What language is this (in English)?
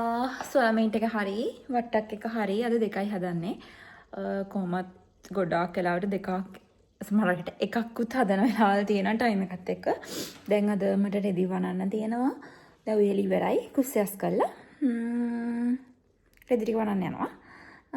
Sinhala